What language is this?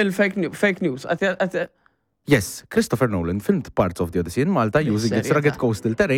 Maltese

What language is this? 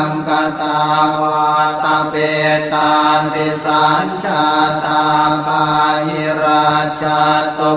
Pali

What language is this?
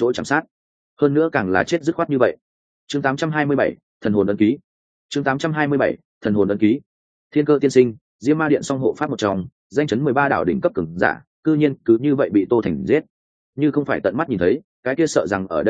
Vietnamese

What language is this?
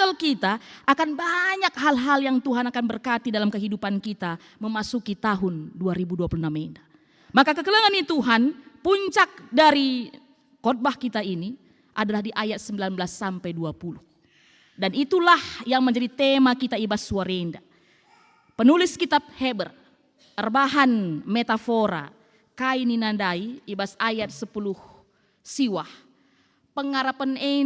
Batak Karo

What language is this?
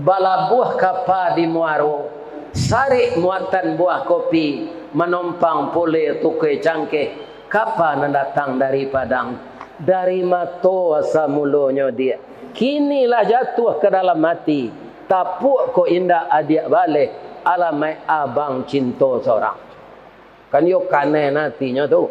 Minangkabau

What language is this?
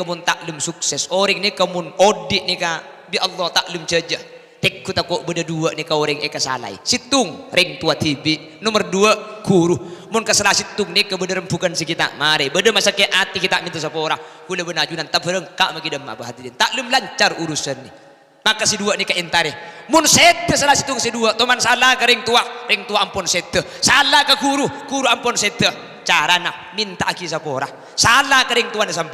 Madurese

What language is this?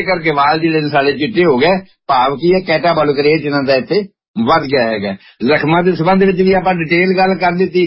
Punjabi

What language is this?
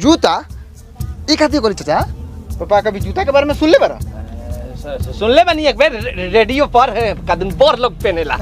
Bhojpuri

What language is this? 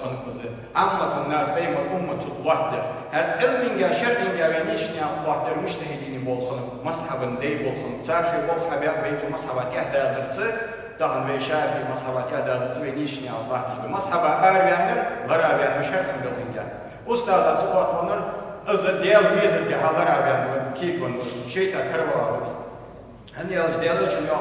Ingush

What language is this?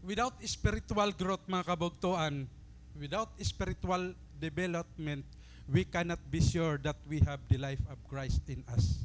Waray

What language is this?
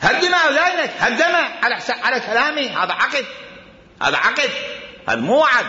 Mesopotamian Arabic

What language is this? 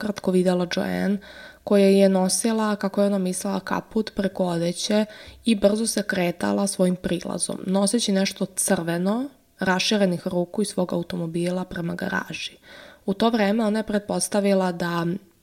Serbian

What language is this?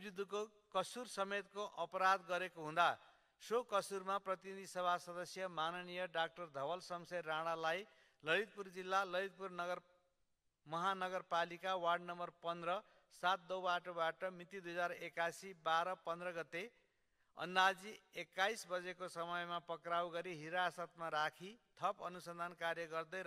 Nepali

